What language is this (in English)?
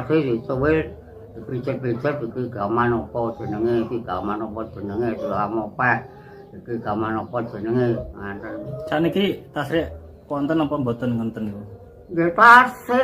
Javanese